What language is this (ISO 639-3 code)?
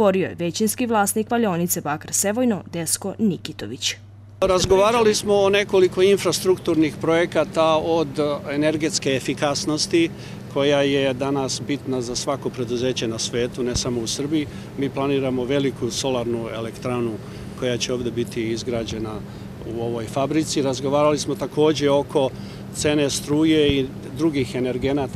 srp